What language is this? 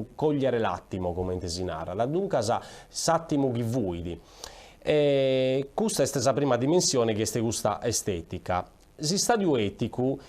Sardinian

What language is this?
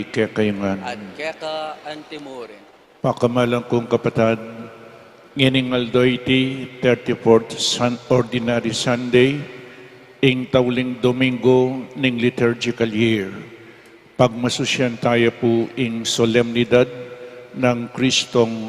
Pampanga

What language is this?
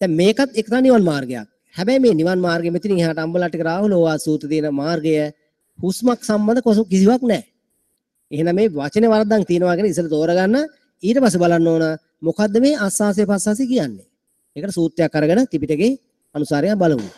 Sinhala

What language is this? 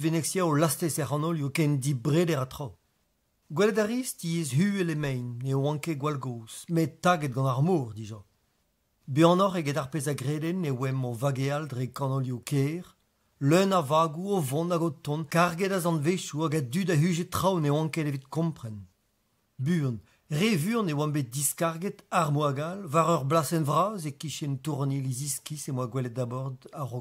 Breton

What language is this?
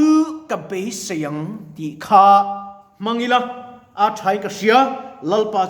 Mizo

